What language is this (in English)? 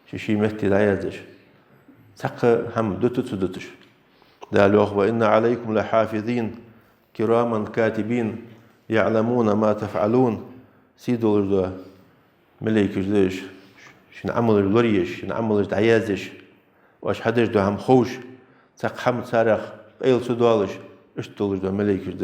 Ingush